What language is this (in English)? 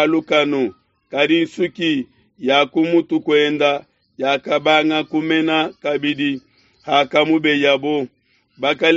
Luba-Lulua